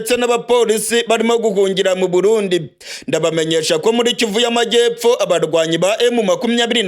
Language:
Rundi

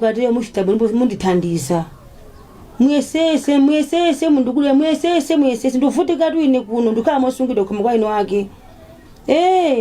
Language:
Nyanja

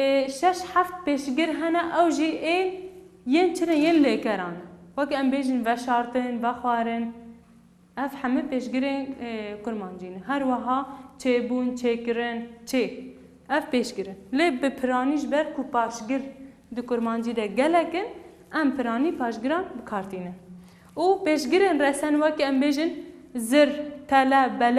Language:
Kurdish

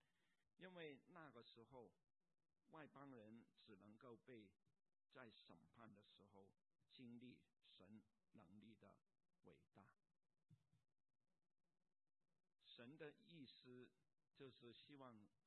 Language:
Chinese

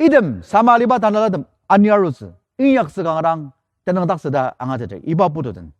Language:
Ao Naga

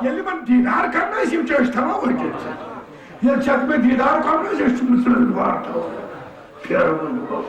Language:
Kashmiri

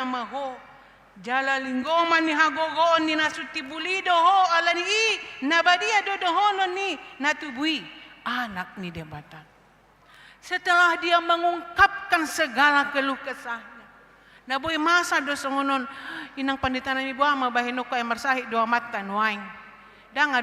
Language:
Batak Toba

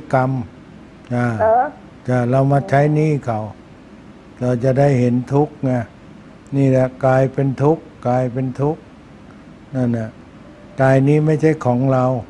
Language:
Thai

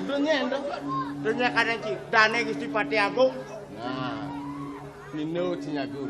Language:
Balinese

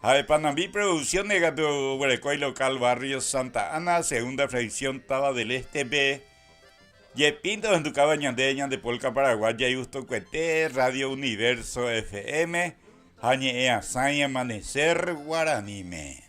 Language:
Guarani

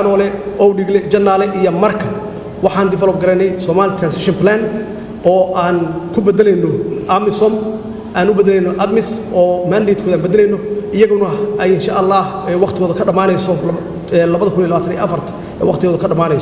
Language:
Somali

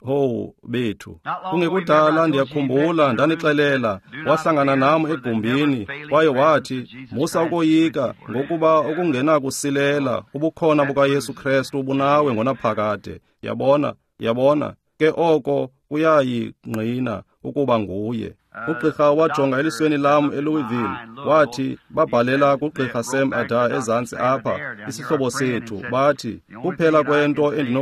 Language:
Xhosa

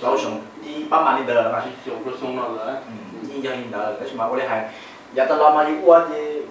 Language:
Hmong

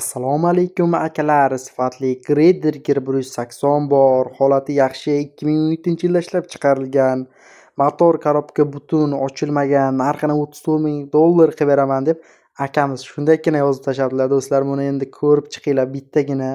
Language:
Uzbek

